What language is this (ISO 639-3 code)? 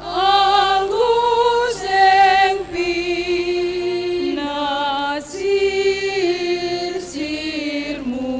bts